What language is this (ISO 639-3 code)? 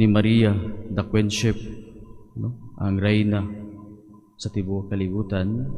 ceb